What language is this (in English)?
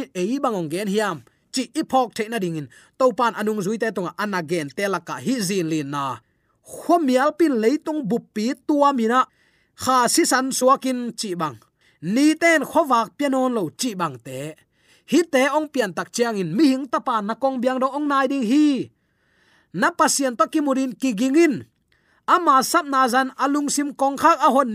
Tedim Chin